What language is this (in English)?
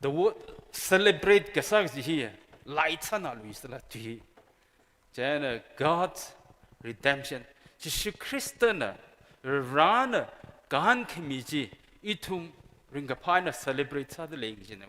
Tangkhul Naga (India)